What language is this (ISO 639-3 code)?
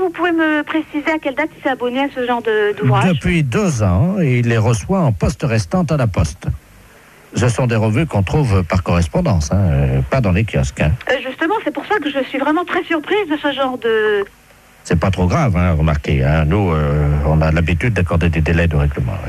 fra